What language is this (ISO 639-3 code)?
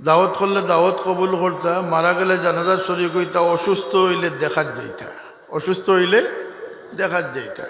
syl